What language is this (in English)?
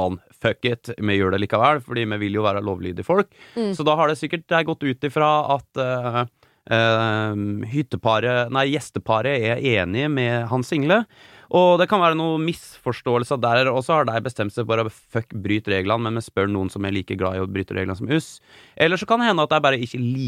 Norwegian